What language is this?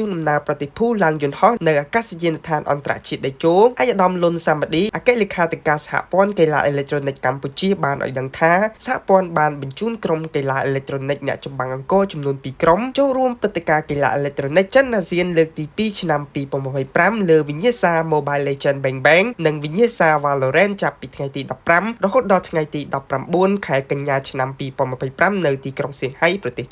Khmer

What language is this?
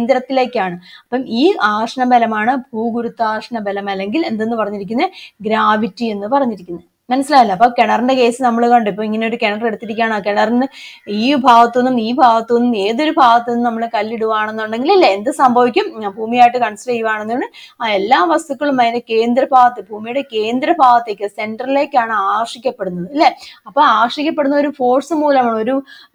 Malayalam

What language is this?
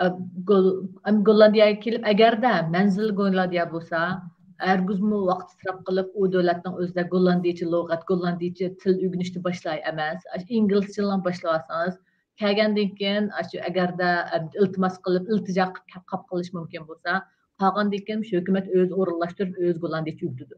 Uyghur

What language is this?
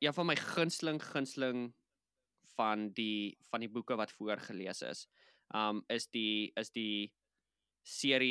Afrikaans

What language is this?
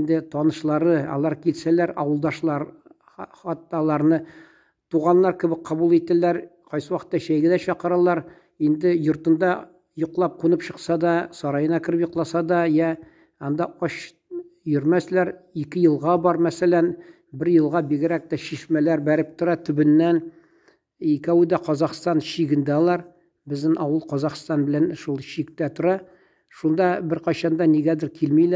Tatar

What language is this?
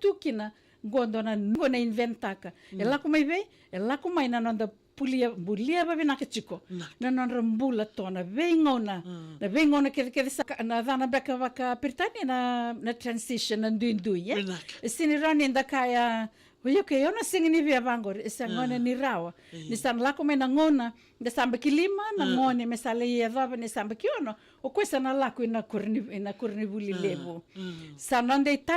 Fijian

